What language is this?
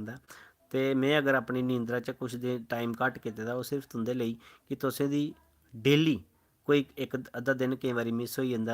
Dogri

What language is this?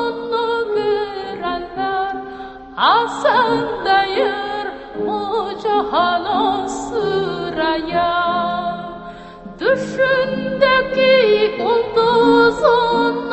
Tatar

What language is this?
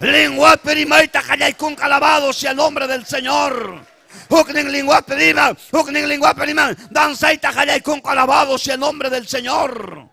Ayacucho Quechua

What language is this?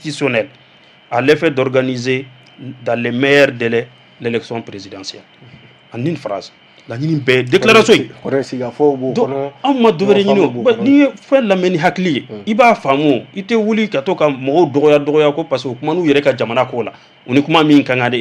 Bambara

